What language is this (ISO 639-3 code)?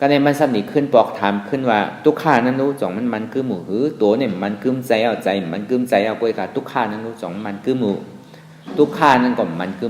shn